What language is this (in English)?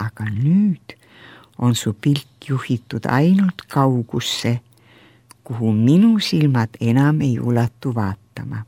Estonian